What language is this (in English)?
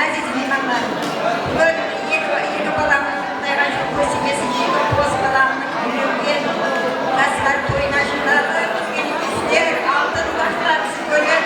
Kara-Kalpak